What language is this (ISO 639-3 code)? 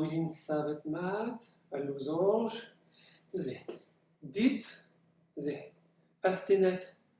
bre